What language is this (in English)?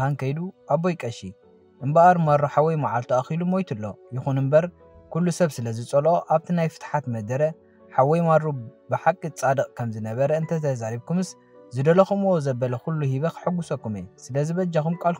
Tigrinya